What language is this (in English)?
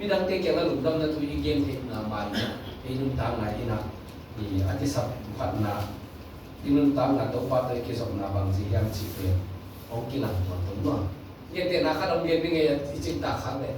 Tedim Chin